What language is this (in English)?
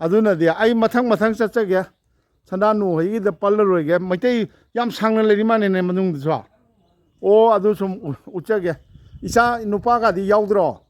Manipuri